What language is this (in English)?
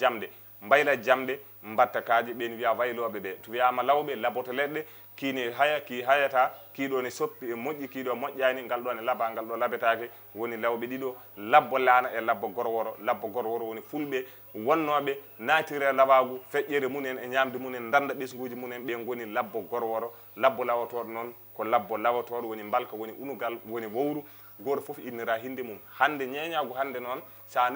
Fula